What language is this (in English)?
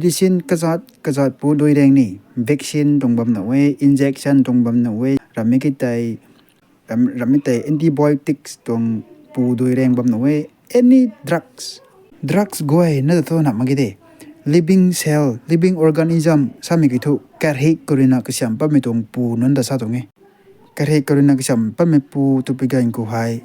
Rongmei Naga